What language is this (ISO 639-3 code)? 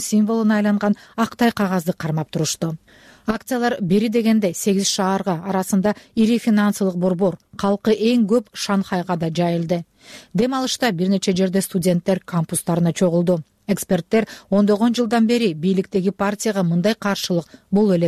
kir